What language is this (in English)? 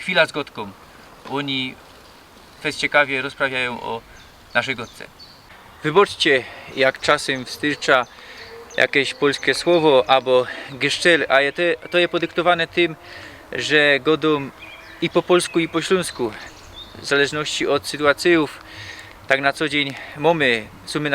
Silesian